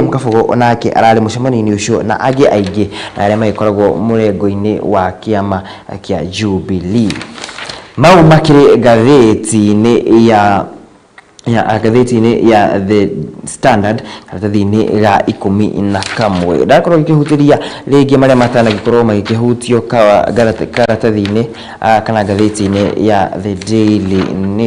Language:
Kikuyu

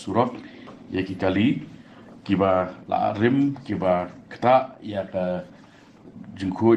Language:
Khasi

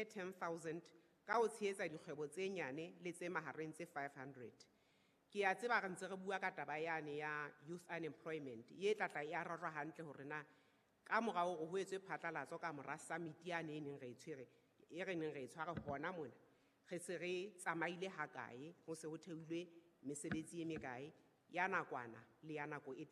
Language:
Southern Sotho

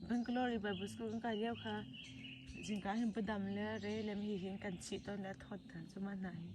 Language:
Hakha Chin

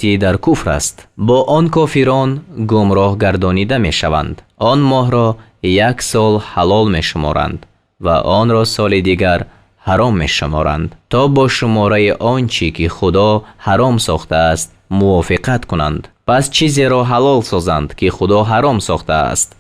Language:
Tajik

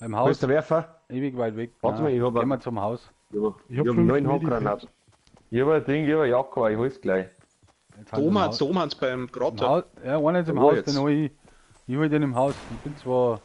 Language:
Bavarian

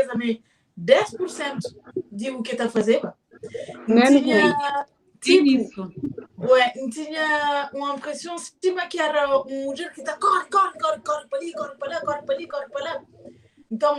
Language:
Kabuverdianu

